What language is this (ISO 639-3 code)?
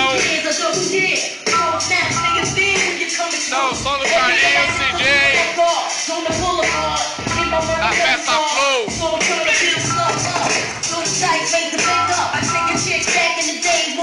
por